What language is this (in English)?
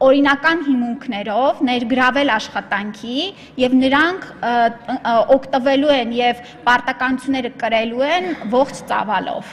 Armenian